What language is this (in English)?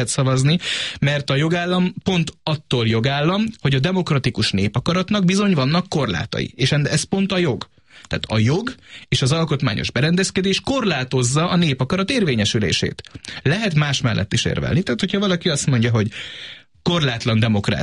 Hungarian